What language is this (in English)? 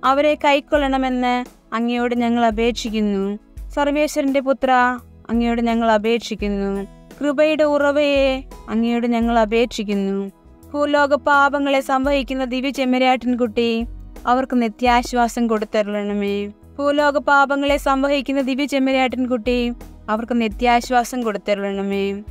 Malayalam